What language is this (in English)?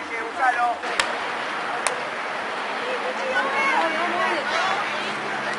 Spanish